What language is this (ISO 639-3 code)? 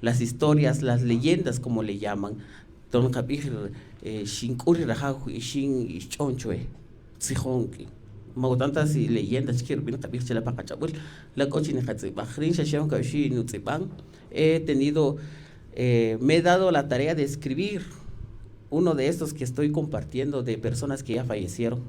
cak